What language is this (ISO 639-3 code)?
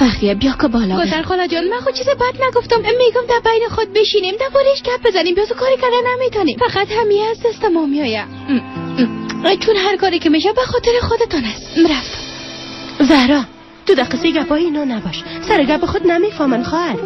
fas